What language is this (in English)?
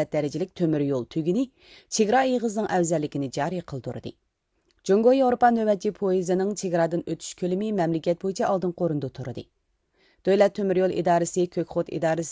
Uyghur